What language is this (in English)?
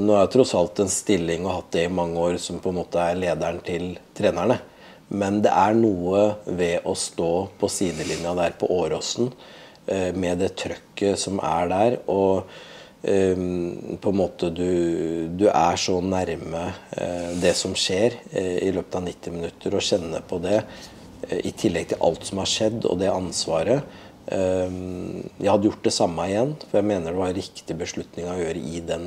Norwegian